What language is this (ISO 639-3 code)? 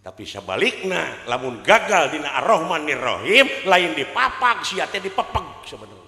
sun